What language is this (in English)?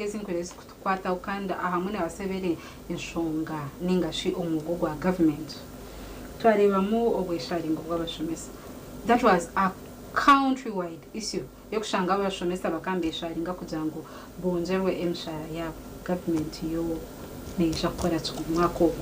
Nyankole